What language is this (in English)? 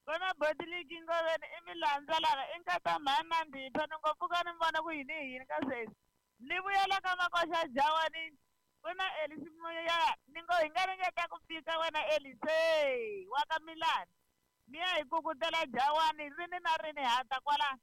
Tsonga